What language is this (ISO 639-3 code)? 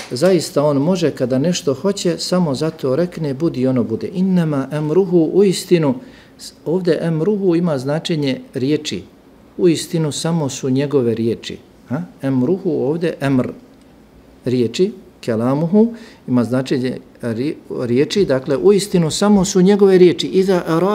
bos